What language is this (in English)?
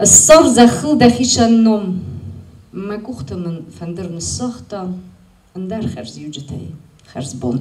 Ossetic